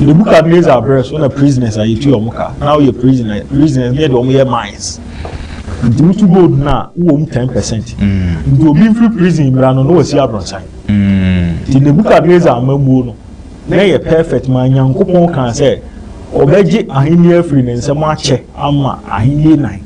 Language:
Akan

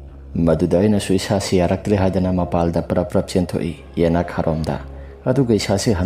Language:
Manipuri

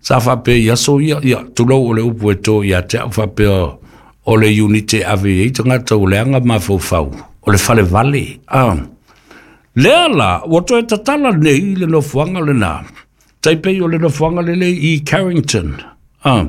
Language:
Samoan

